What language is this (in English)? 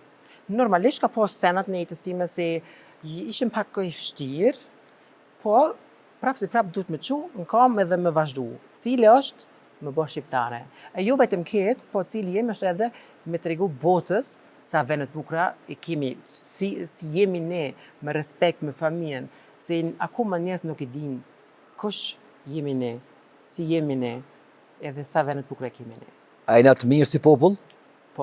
Albanian